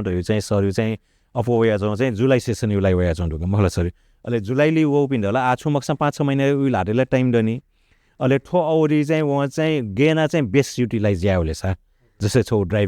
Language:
Newari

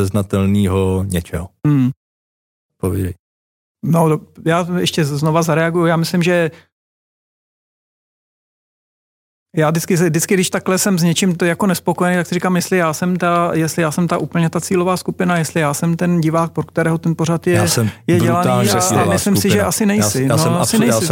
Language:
Czech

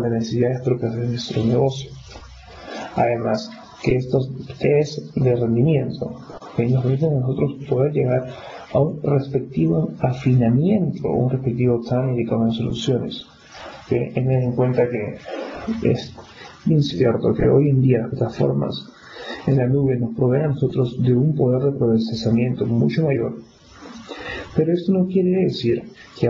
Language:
Spanish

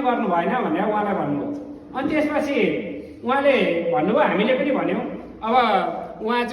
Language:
Nepali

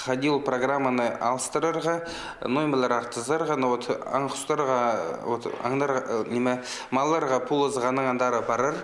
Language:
Khakas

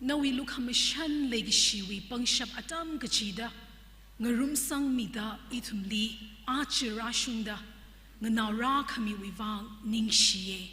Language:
Tangkhul Naga (India)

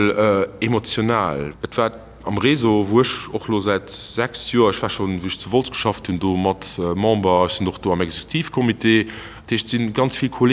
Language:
Luxembourgish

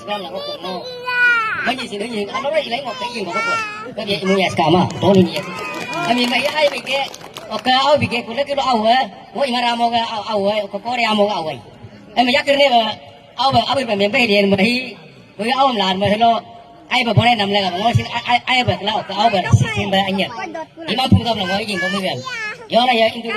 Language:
Galo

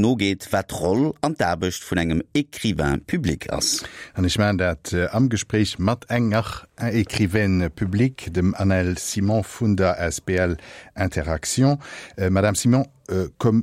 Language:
Luxembourgish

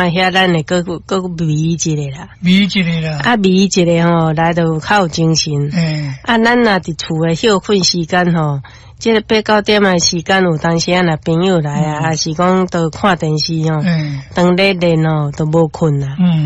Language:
Min Nan Chinese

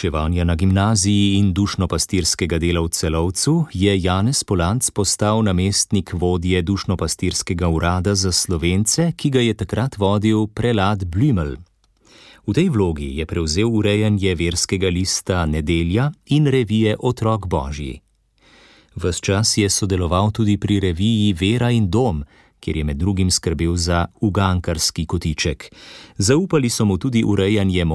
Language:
Slovenian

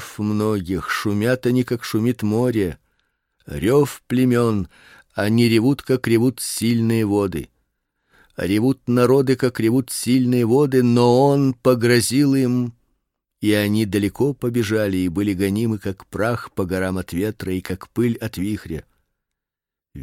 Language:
Russian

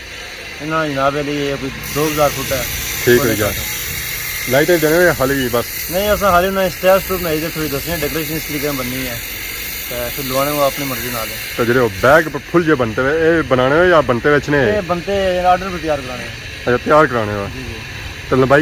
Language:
Pahari-Potwari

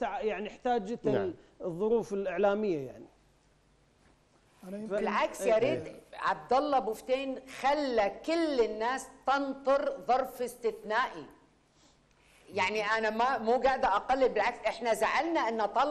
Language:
Gulf Arabic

